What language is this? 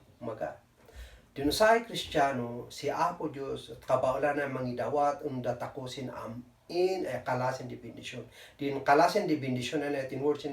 Kankanaey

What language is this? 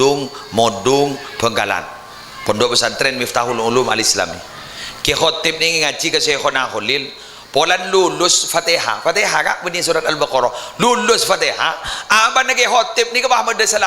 Madurese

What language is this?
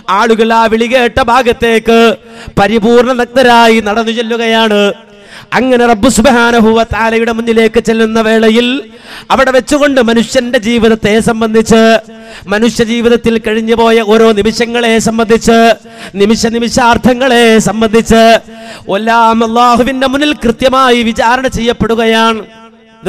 Malayalam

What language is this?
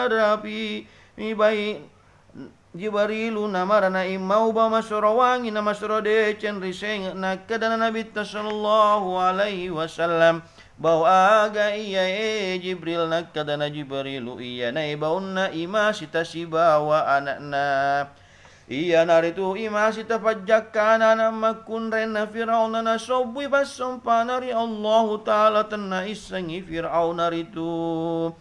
Buginese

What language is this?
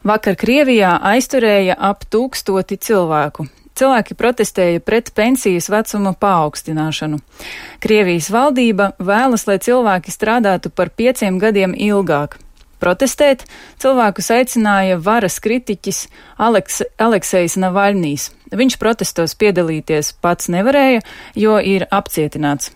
Latvian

